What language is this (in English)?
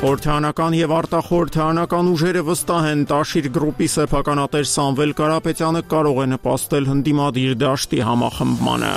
Armenian